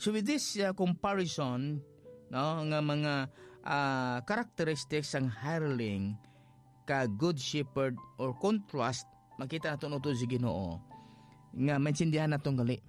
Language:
Hiligaynon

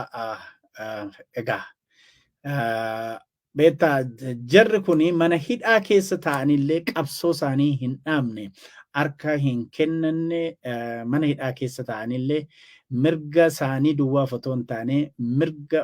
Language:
Oromo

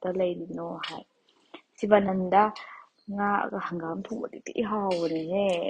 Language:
Manipuri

